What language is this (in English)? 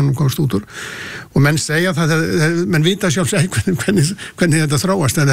Icelandic